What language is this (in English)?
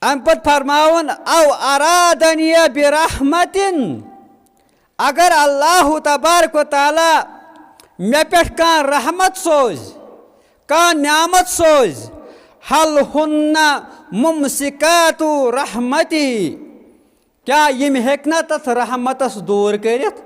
Kashmiri